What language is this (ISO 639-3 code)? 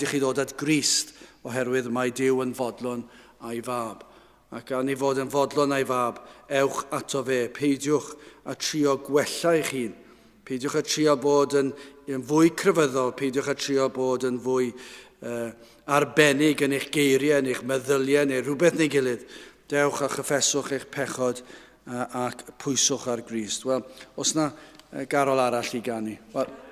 cym